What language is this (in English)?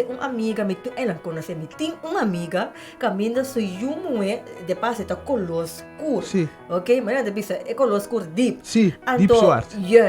Papiamento